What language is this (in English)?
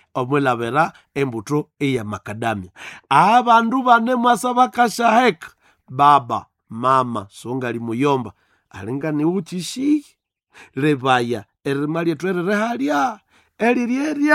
Nande